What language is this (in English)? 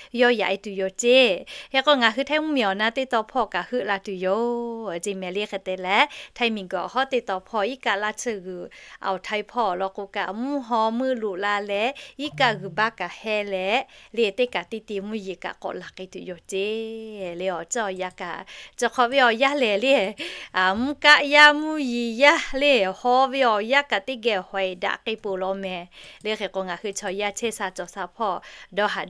Lahu